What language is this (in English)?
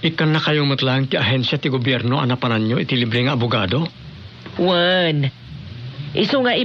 Iloko